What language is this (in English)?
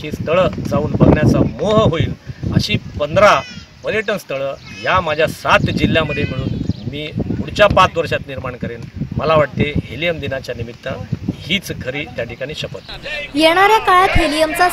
Marathi